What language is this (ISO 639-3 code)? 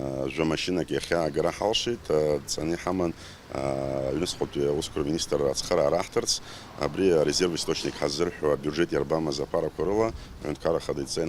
abk